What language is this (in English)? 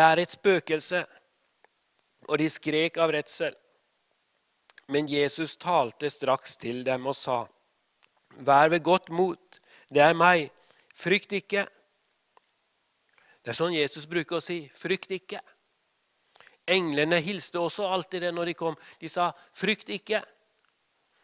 Norwegian